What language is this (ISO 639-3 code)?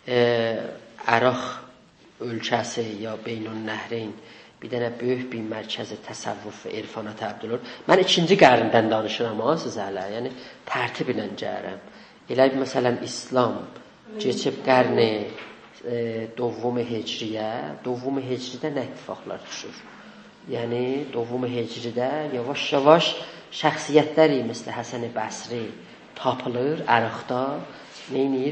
azb